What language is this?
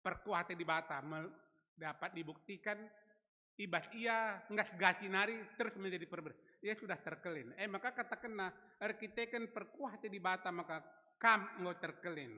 Batak Karo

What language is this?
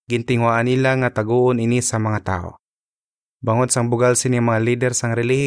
Hiligaynon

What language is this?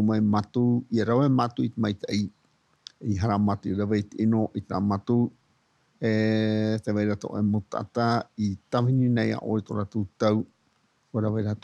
Tahitian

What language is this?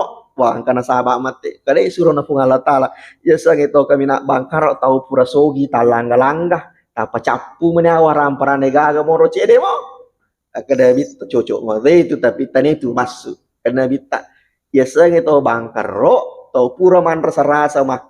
Buginese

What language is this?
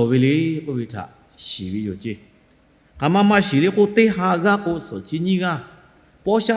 Lahu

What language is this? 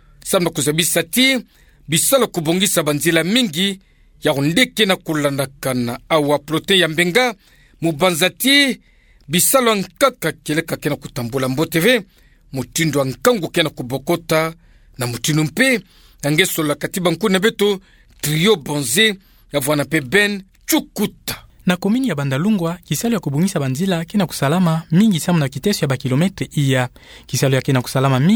Kituba (Democratic Republic of Congo)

